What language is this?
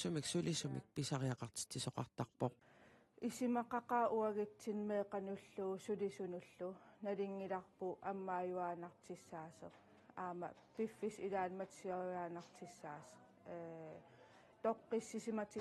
Kalaallisut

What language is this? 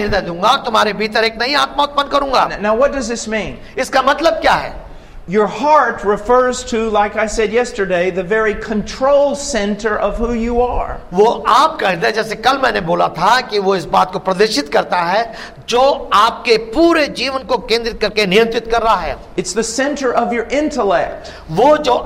Hindi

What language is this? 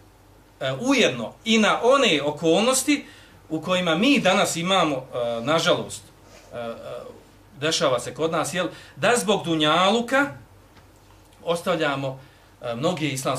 Bosnian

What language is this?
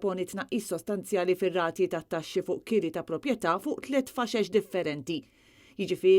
Maltese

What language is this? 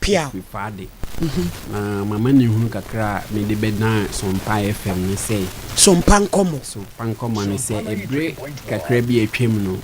Akan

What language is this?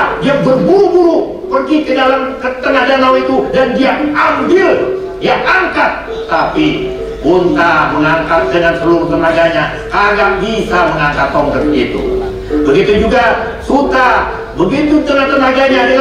Betawi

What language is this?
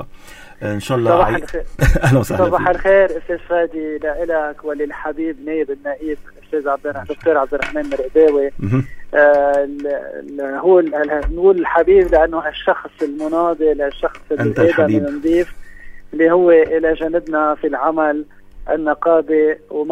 North Levantine Arabic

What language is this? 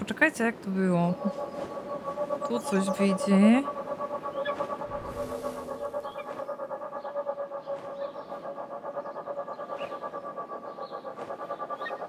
Polish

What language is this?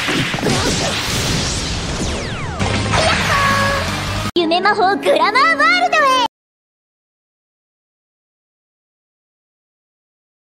Japanese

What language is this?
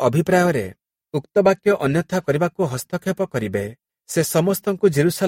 Odia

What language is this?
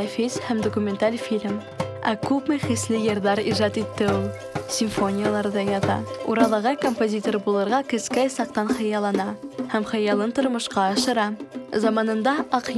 Bashkir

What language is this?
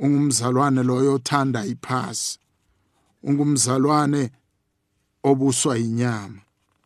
South Ndebele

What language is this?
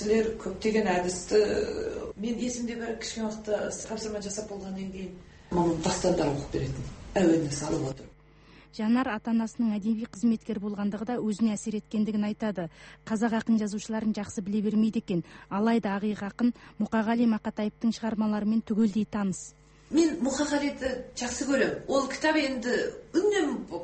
Kazakh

